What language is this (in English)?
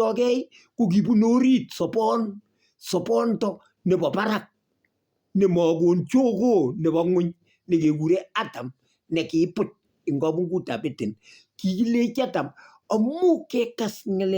Kalenjin